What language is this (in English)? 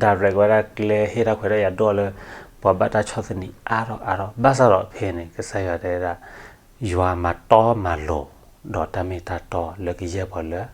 S'gaw Karen